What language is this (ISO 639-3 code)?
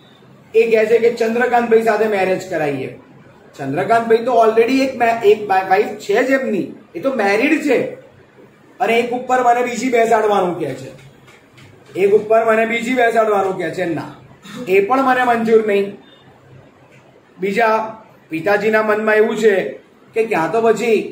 guj